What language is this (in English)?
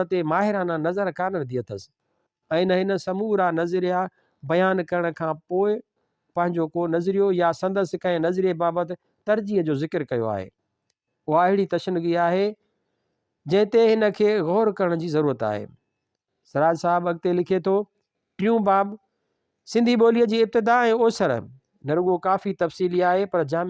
Sindhi